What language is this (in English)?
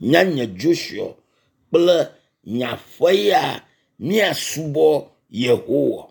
Ewe